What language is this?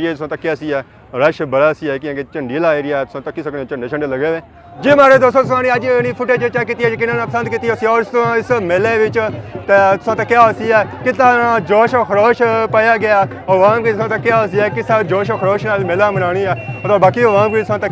Pahari-Potwari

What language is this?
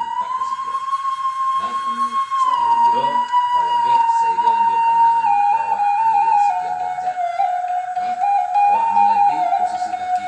Minangkabau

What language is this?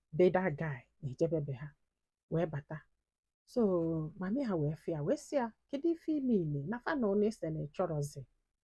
Igbo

